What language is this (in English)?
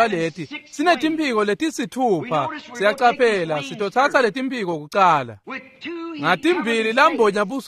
Swati